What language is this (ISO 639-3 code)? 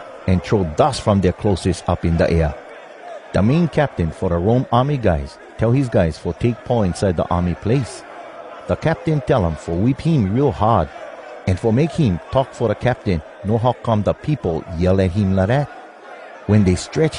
hwc